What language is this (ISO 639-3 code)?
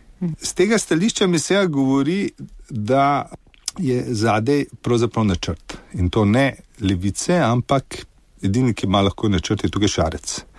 slv